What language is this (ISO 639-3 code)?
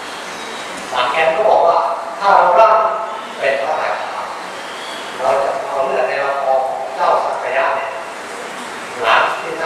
tha